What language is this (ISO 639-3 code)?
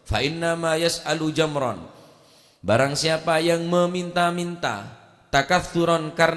mad